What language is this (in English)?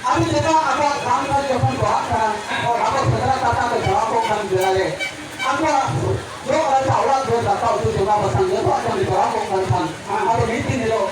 Santali